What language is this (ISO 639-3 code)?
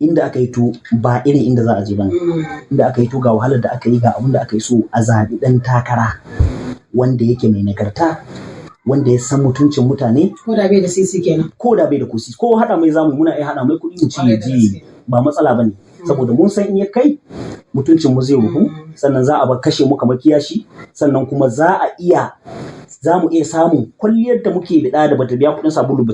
hau